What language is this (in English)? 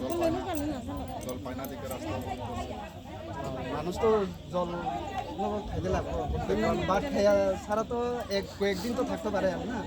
Riang (India)